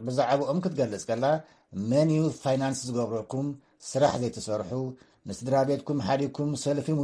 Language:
Tigrinya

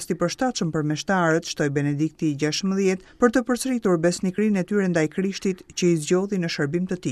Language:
Albanian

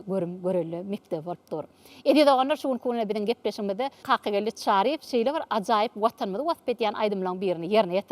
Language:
Turkmen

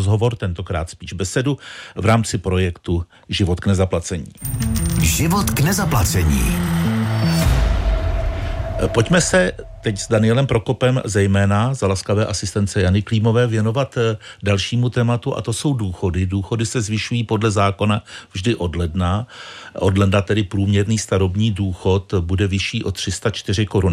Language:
Czech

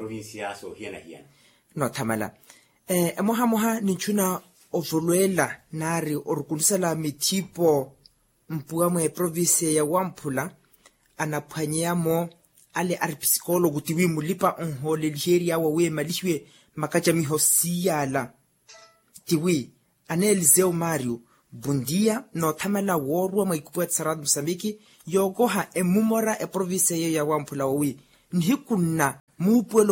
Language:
Makhuwa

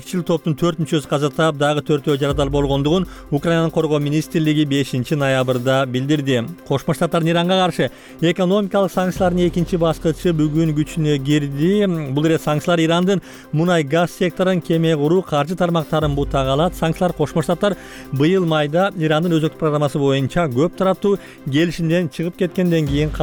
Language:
Kyrgyz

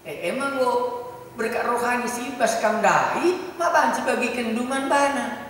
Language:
Batak Karo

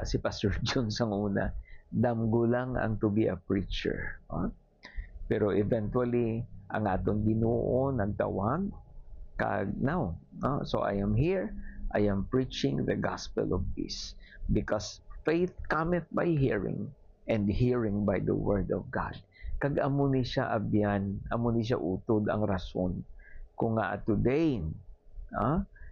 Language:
Hiligaynon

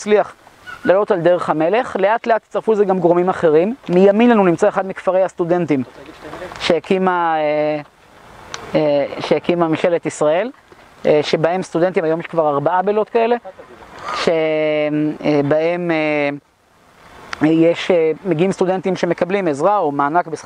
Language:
Hebrew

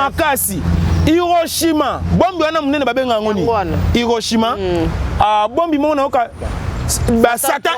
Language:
Lingala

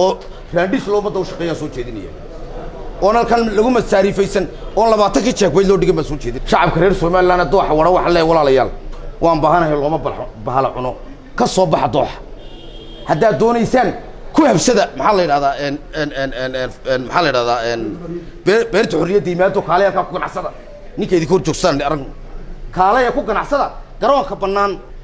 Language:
Somali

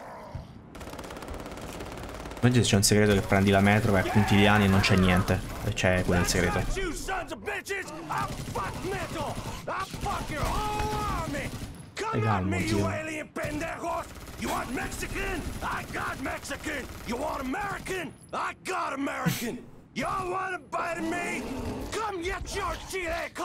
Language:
Italian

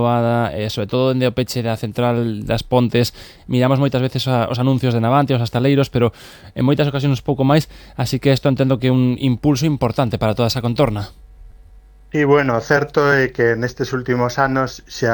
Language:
Galician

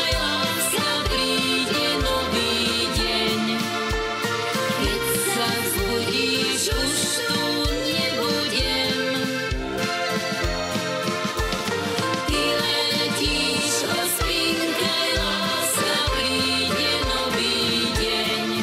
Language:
Slovak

